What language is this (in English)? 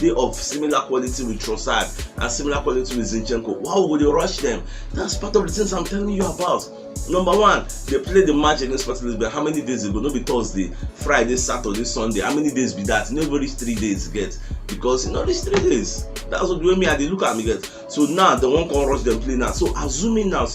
Nigerian Pidgin